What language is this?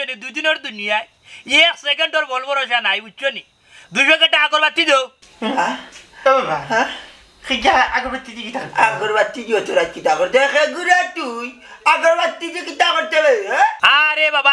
Sylheti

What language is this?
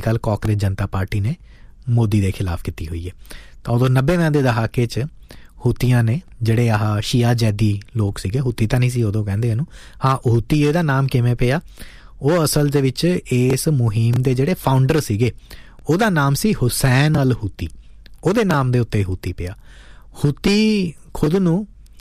Punjabi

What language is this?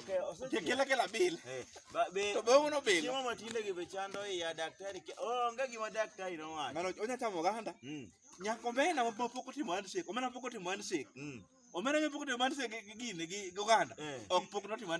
Luo (Kenya and Tanzania)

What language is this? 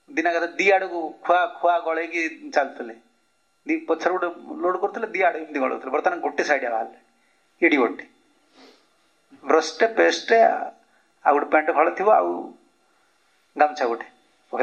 Odia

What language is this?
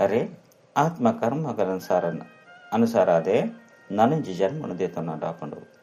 Tulu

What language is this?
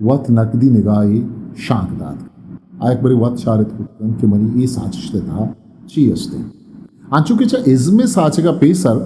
Eastern Balochi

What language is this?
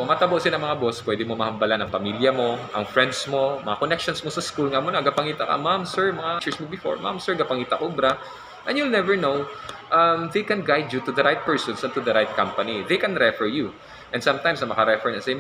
Hiligaynon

